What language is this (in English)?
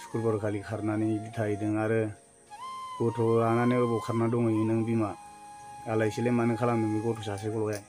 Bodo